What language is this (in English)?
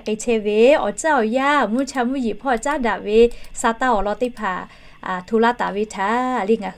Lahu